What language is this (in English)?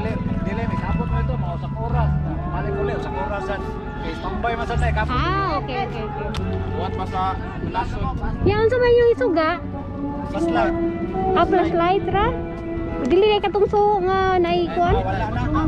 Cebuano